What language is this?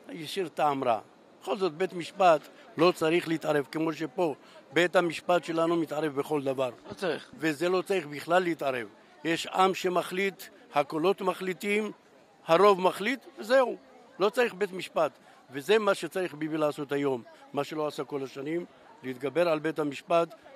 Hebrew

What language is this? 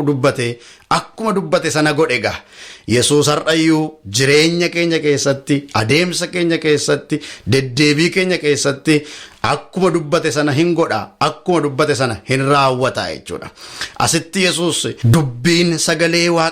Oromo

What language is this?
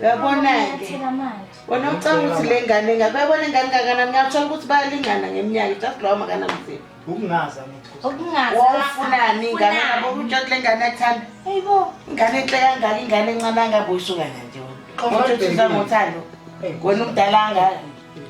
Zulu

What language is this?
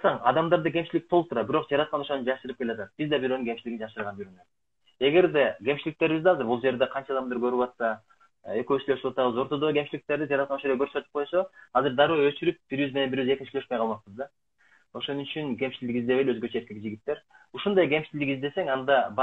Kyrgyz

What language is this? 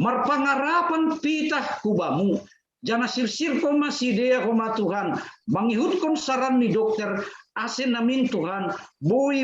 Batak Simalungun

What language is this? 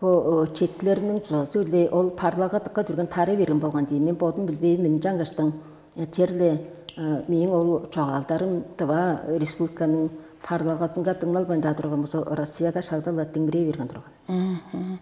Tuvinian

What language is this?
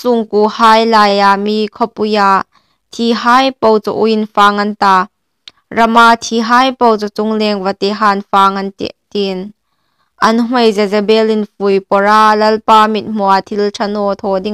Hmar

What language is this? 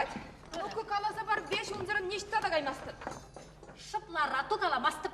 Chuvash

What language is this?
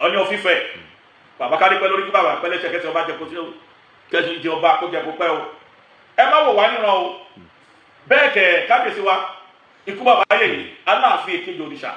Yoruba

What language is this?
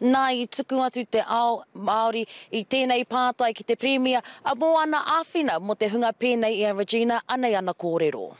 Māori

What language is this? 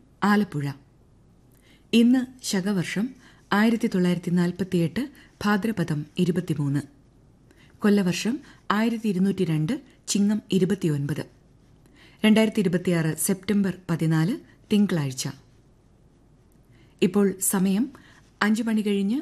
Malayalam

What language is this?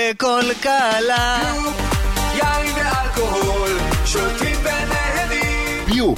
Hebrew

